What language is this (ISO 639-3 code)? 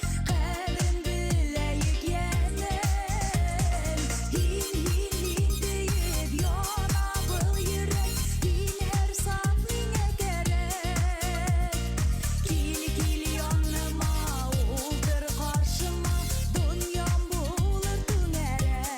bak